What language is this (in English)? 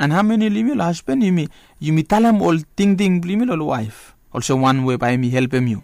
Bislama